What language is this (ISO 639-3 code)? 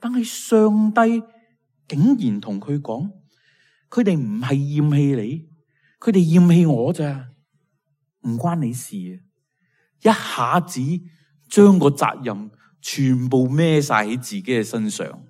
yue